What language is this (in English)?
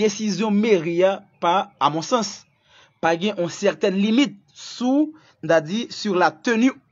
Haitian Creole